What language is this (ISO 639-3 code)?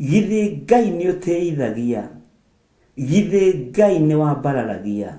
kik